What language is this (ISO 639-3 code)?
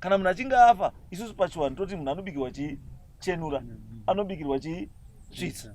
sna